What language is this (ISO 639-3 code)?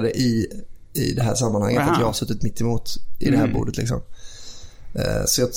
swe